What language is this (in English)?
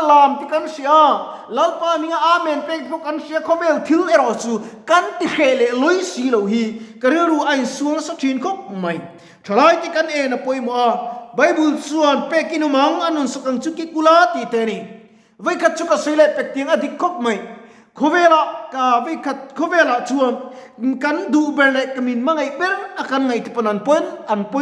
Mizo